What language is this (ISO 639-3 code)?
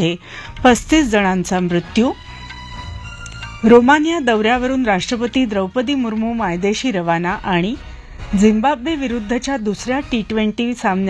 mar